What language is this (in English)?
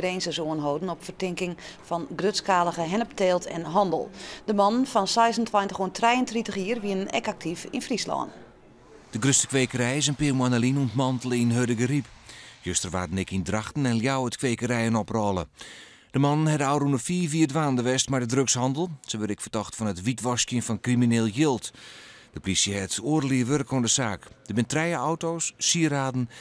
Western Frisian